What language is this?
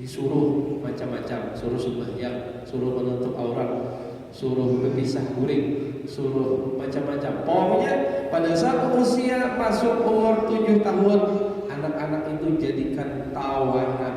Banjar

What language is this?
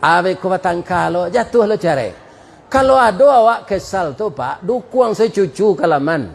Minangkabau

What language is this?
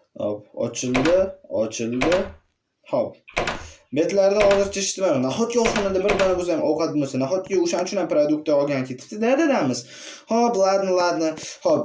Uzbek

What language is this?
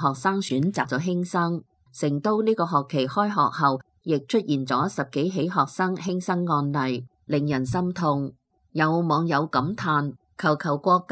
Cantonese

